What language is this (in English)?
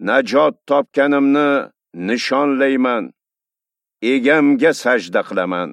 Uzbek